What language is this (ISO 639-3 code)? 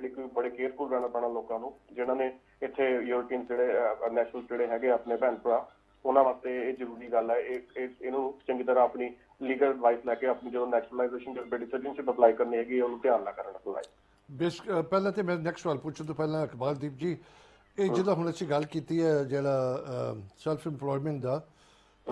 pan